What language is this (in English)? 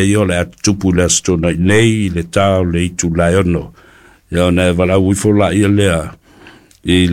Samoan